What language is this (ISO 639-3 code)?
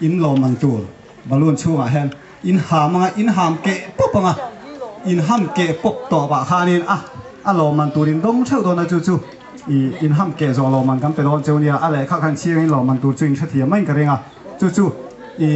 lus